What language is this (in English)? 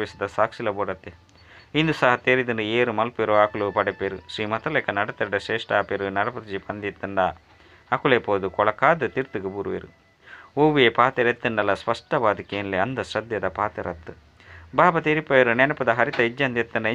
Tulu